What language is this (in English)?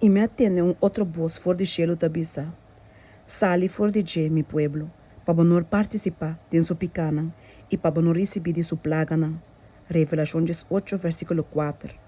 Papiamento